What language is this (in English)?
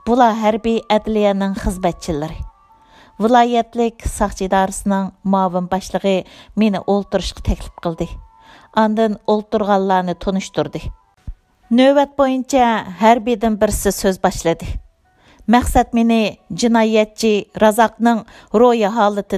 Uyghur